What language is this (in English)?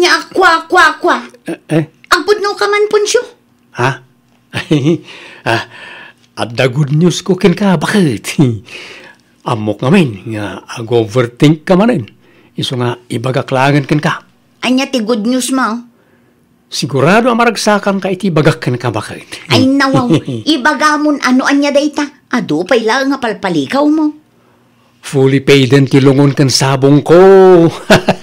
Iloko